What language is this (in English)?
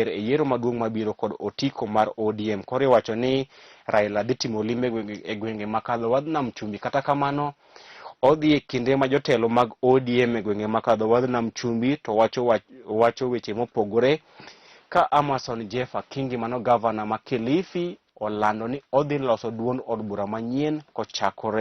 Luo (Kenya and Tanzania)